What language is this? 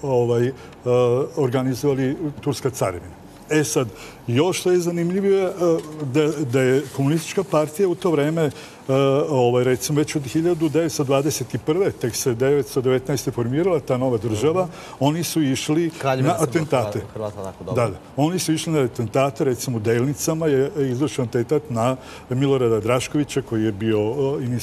Serbian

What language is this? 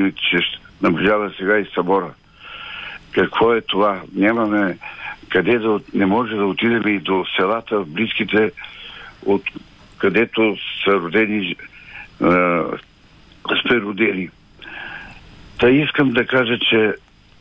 Bulgarian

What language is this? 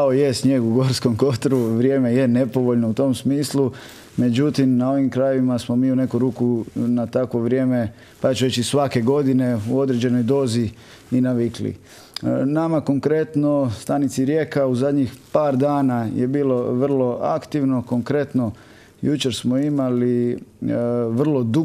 Croatian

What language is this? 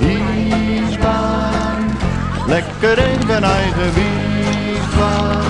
Western Frisian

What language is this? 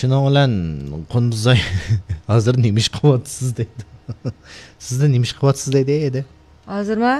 Uyghur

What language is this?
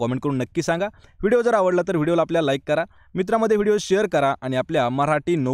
Marathi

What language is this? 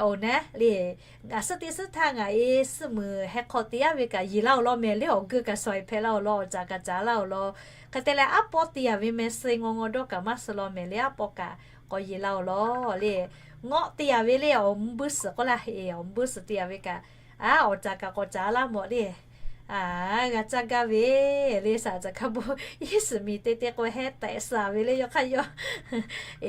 Lahu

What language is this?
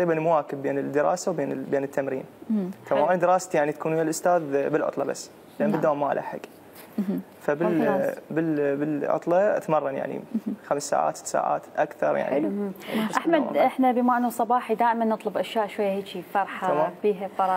Mesopotamian Arabic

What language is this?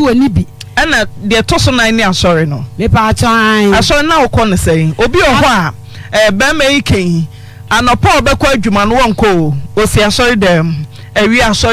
Akan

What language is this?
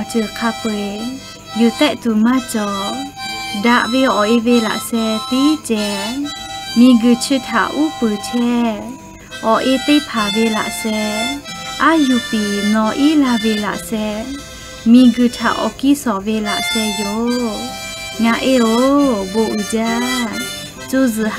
Lahu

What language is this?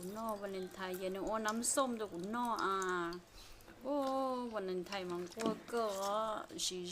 Hmong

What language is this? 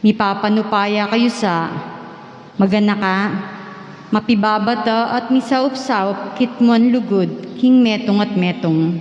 Pampanga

